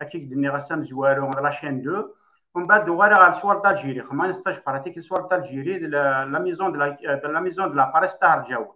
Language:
Kabyle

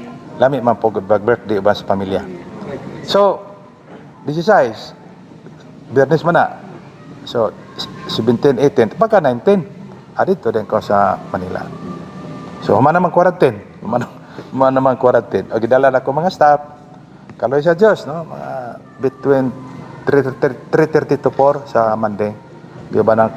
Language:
Cebuano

